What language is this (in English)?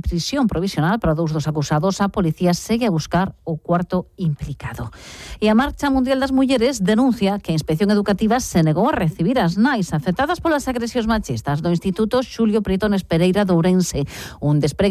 Galician